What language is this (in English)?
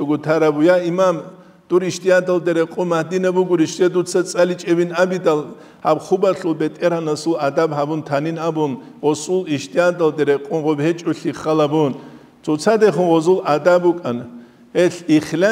Avaric